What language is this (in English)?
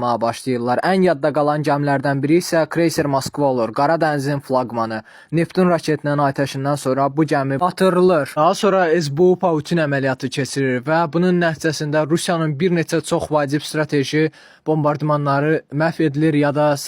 Azerbaijani